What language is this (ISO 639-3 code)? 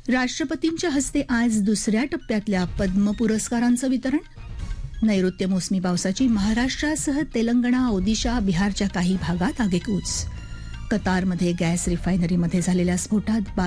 mar